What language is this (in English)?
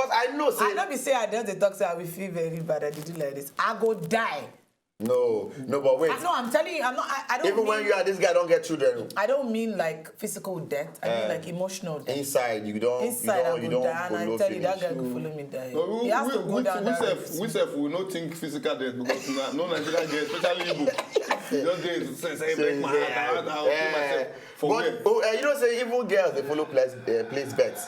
Nigerian Pidgin